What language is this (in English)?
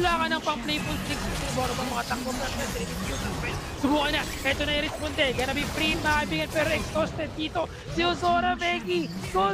Filipino